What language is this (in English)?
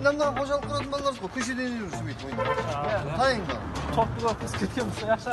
Kara-Kalpak